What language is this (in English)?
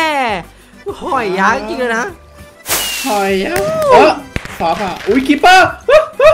Thai